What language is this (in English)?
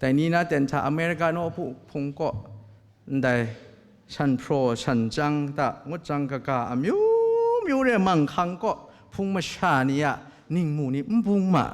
Kachin